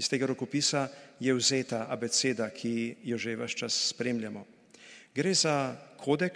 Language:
Slovenian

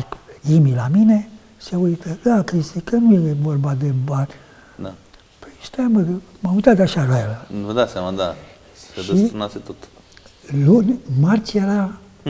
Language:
Romanian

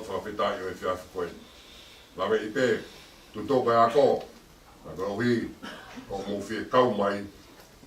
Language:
Tongan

